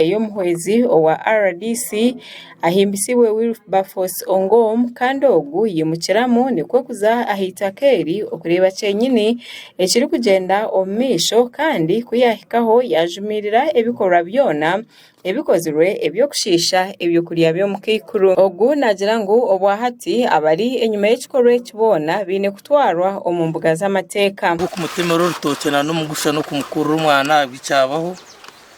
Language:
Nyankole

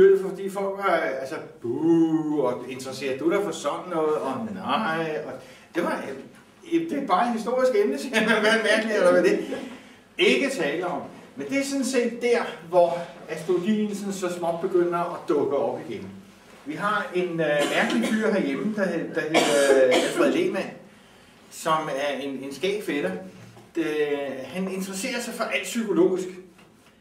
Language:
Danish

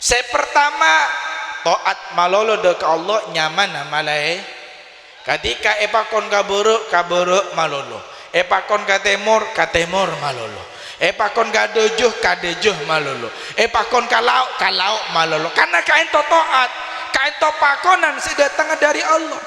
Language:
Madurese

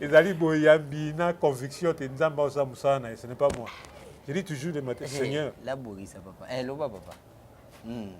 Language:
Lingala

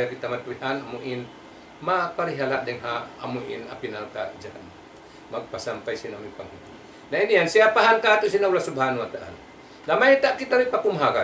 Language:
Tausug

